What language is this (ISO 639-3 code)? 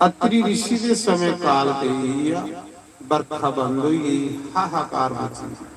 doi